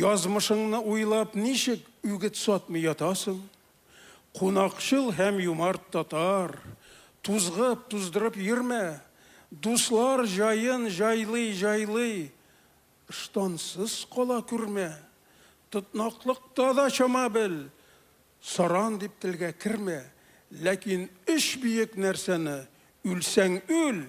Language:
Tatar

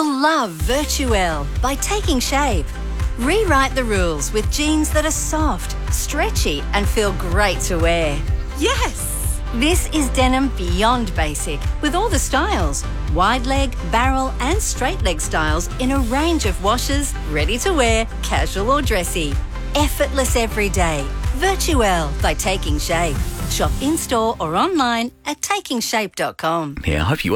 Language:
English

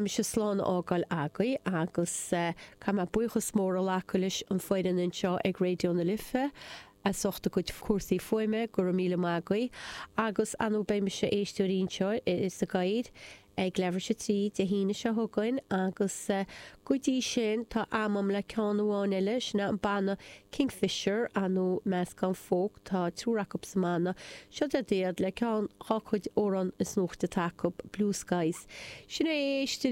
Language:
Irish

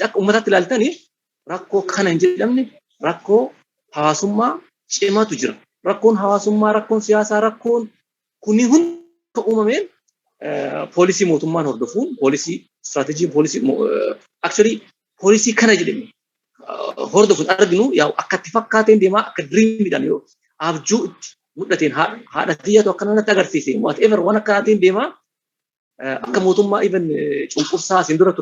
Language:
Oromo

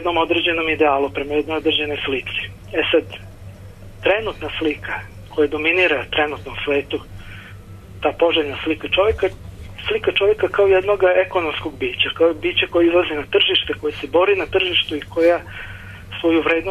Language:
Serbian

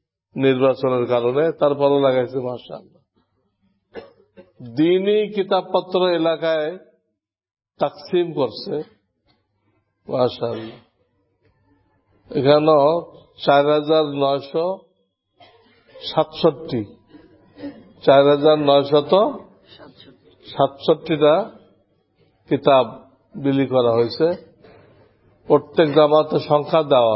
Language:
Bangla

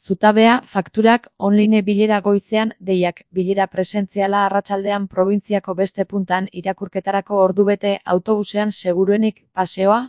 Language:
Basque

